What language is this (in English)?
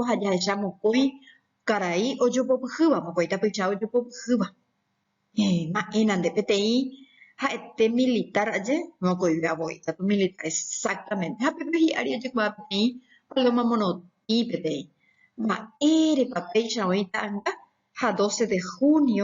Guarani